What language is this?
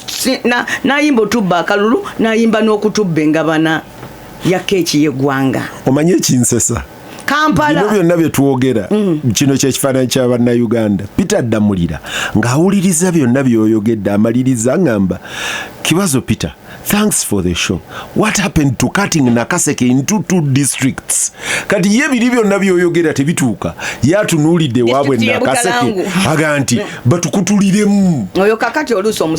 Ganda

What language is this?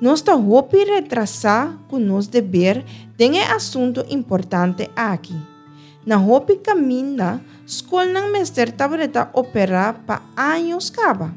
Papiamento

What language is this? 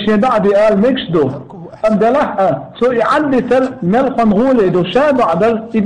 Chechen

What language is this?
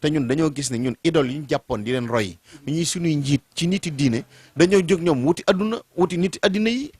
Wolof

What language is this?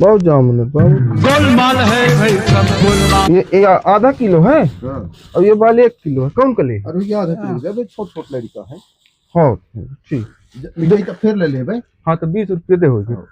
Chhattisgarhi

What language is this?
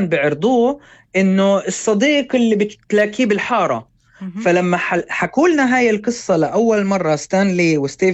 North Levantine Arabic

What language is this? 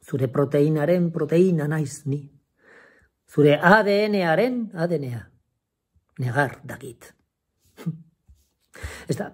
Basque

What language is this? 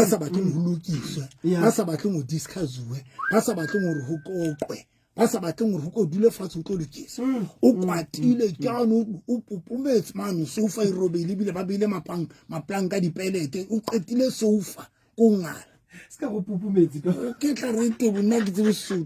Southern Sotho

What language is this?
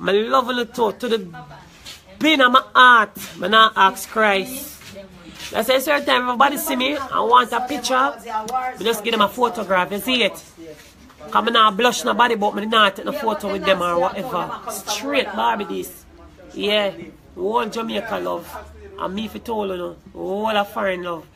Jamaican Creole English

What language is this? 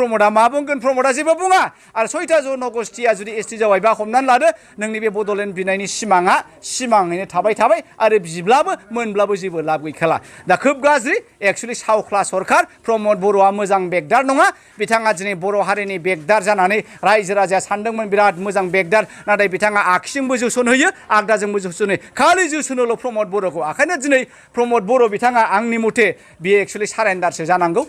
Bodo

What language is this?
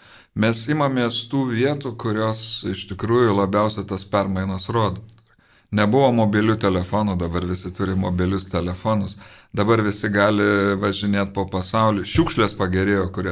Lithuanian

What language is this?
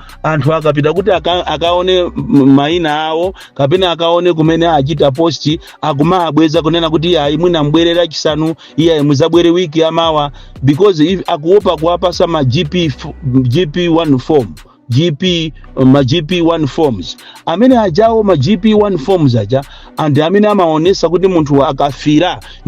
Nyanja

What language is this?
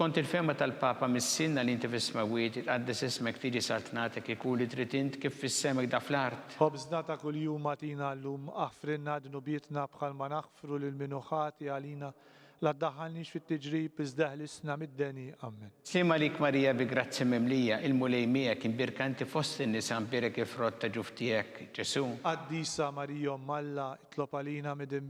Maltese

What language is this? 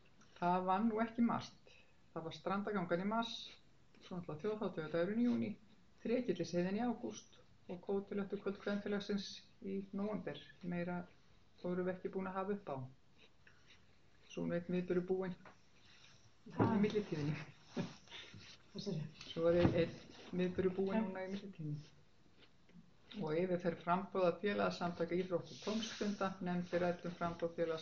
Icelandic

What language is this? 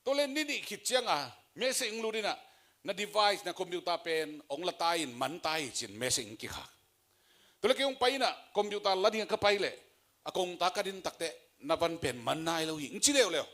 Tedim Chin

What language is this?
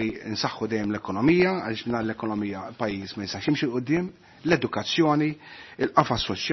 Maltese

